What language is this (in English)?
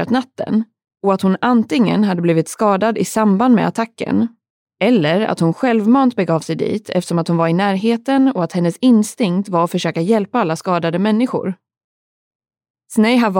Swedish